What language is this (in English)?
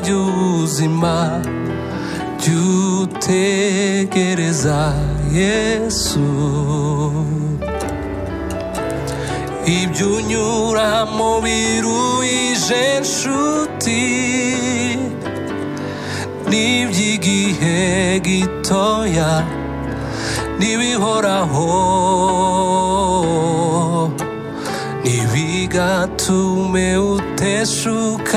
Kinyarwanda